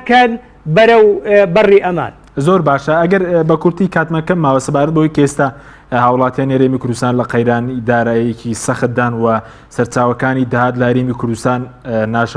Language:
Central Kurdish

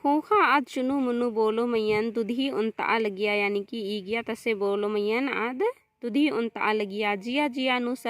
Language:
Kurukh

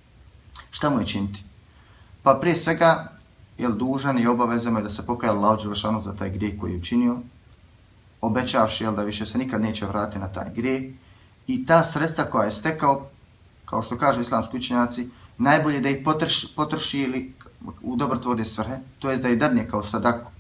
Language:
Bosnian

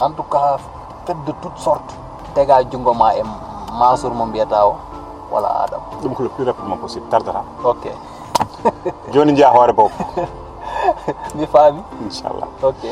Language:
Fula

